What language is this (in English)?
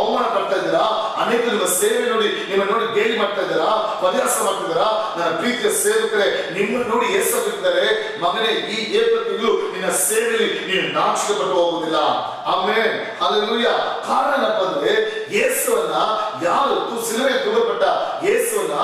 Kannada